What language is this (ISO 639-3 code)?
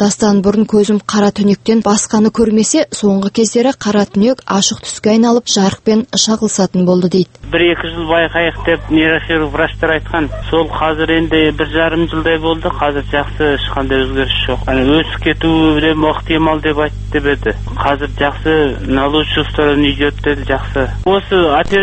kaz